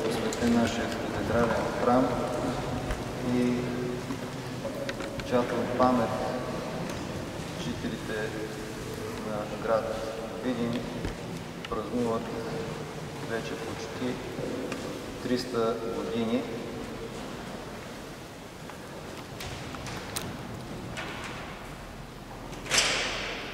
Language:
Bulgarian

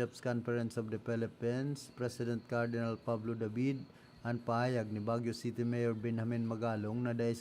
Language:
Bikol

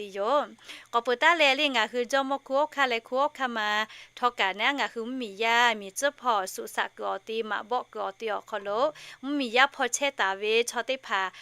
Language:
Lahu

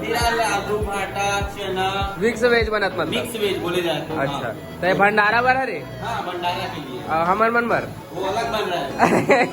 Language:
Chhattisgarhi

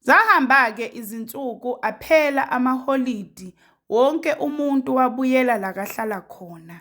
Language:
Zulu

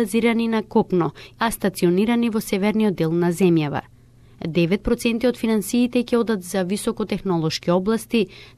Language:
Macedonian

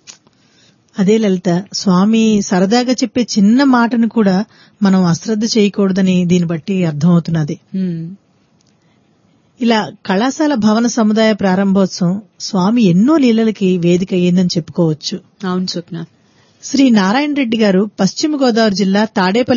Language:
Telugu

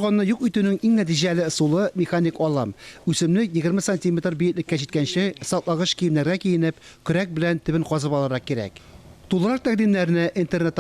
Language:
Tatar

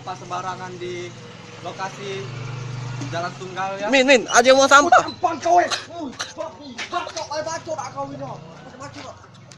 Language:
Musi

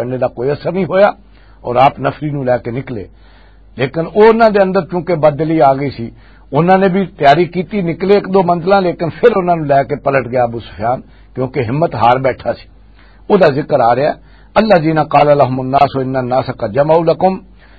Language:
Western Panjabi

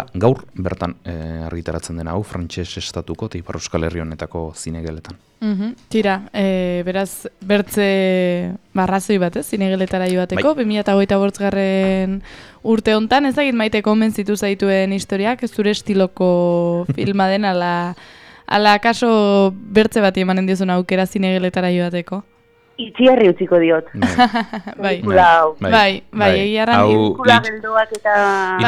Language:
Basque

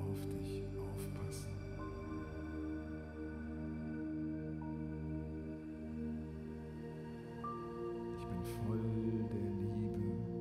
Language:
German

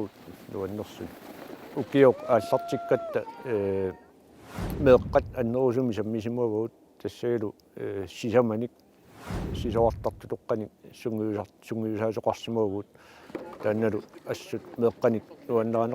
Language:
Kalaallisut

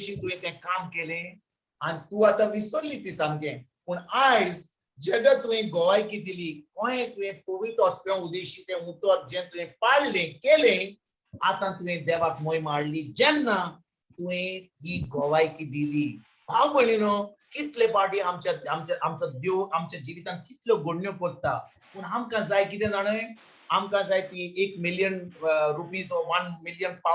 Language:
Konkani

